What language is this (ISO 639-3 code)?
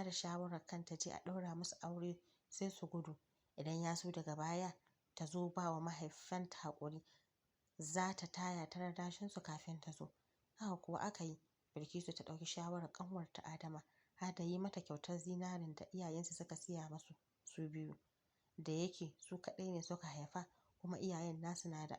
hau